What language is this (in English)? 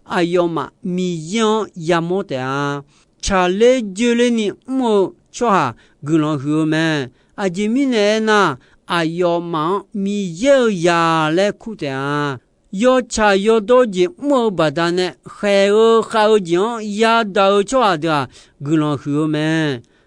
Akha